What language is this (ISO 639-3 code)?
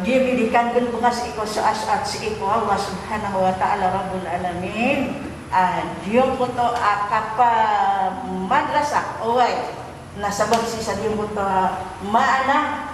mrw